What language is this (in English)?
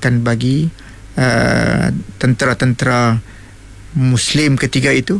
Malay